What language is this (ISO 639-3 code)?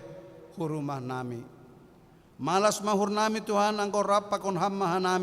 bts